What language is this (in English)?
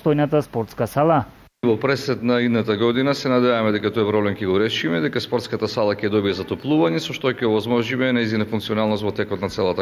Macedonian